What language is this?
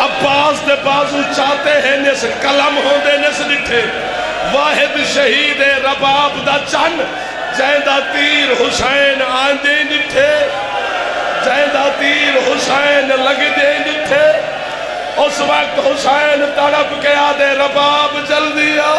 Saraiki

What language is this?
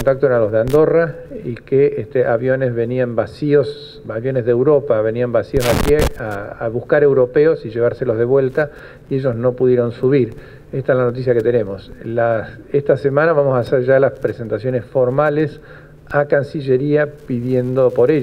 Spanish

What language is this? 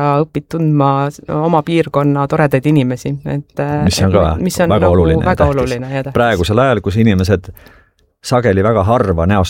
Estonian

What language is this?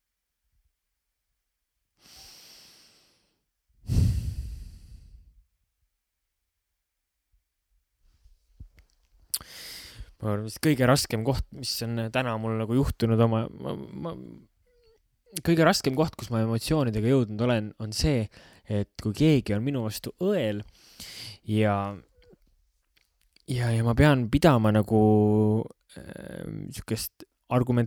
Estonian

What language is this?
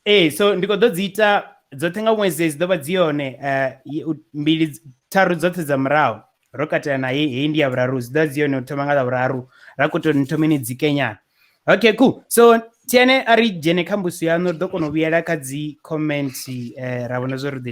Venda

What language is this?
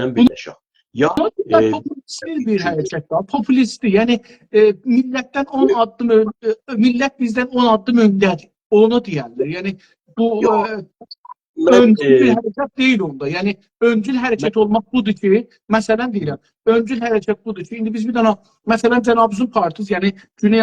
South Azerbaijani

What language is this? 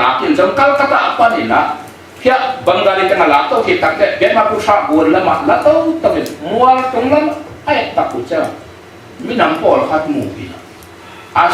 Tedim Chin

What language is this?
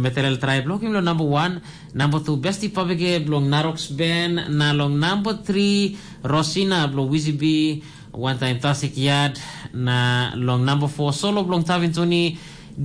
Tok Pisin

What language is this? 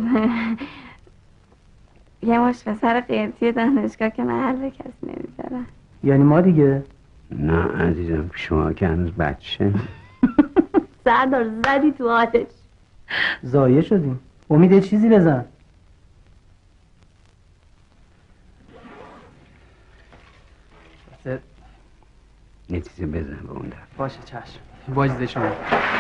Persian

